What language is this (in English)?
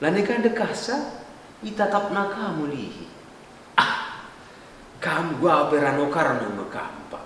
Batak Karo